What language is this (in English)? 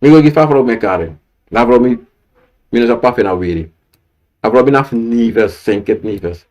Sranan Tongo